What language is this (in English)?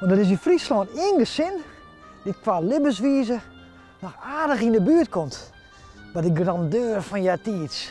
Western Frisian